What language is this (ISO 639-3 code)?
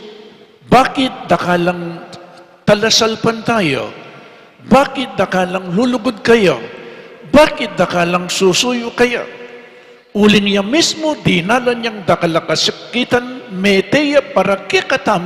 pam